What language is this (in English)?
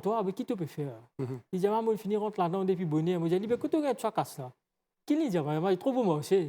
Morisyen